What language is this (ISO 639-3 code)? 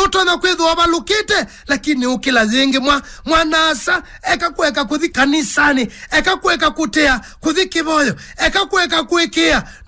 kam